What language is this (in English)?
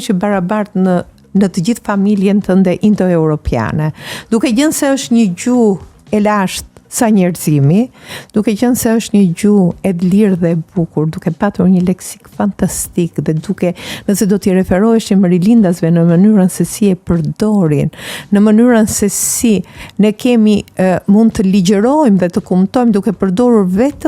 Albanian